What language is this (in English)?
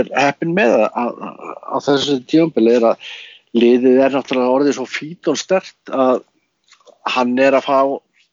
Icelandic